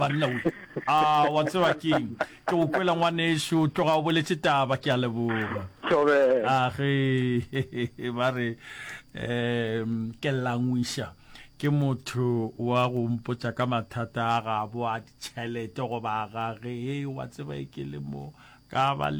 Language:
Northern Sotho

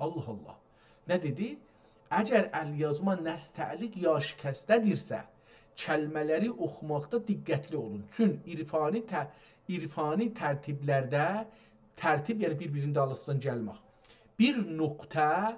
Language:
South Azerbaijani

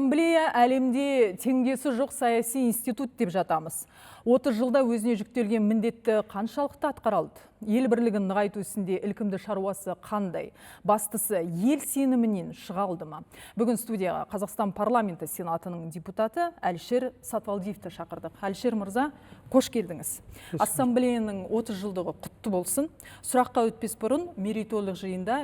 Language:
Kazakh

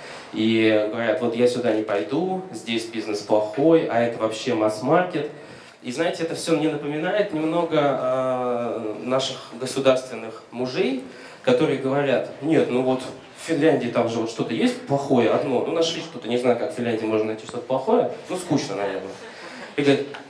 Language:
Russian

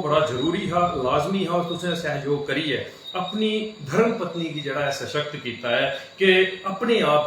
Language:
Dogri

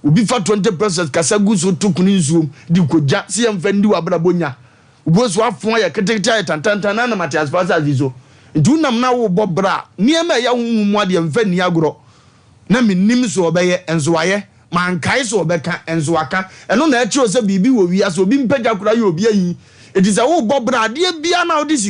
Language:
Akan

